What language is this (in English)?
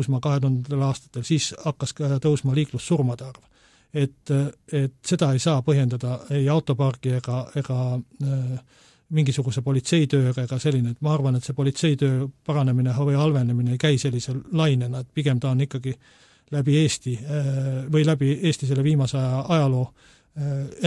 Estonian